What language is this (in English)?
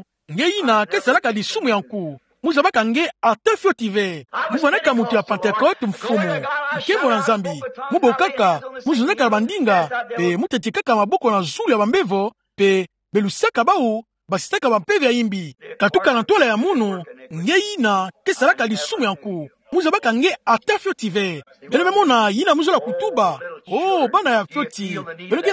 Kituba (Democratic Republic of Congo)